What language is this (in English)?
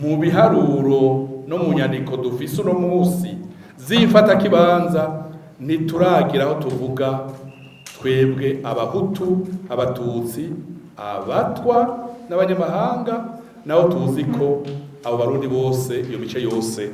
Rundi